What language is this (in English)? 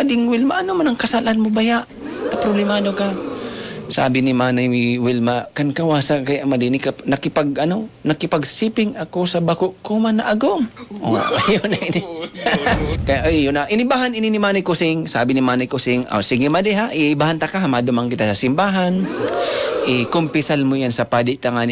Bikol